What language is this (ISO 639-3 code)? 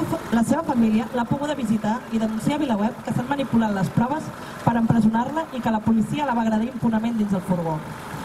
cat